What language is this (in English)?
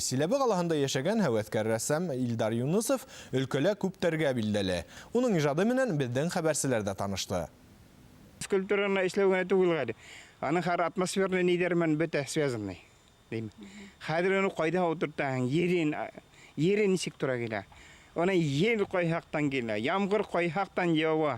Bashkir